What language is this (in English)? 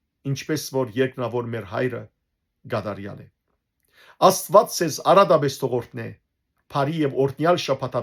Western Armenian